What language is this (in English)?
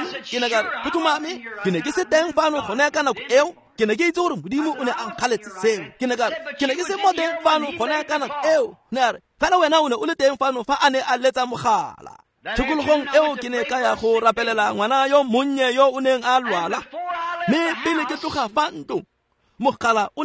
Tswana